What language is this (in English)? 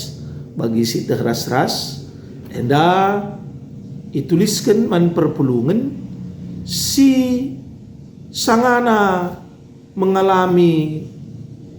Batak Karo